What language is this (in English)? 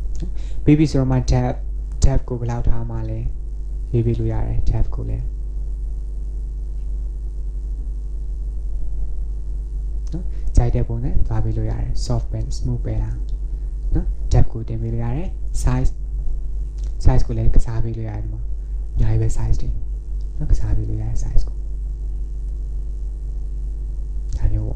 Burmese